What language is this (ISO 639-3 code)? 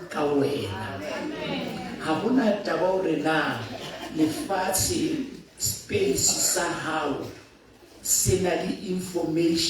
sot